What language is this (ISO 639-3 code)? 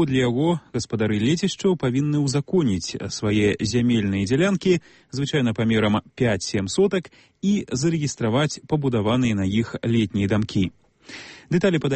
bel